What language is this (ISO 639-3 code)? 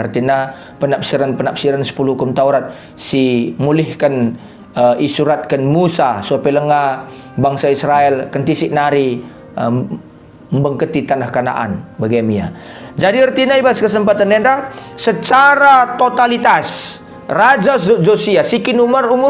btx